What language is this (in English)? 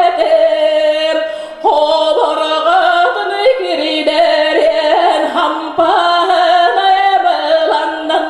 Yakut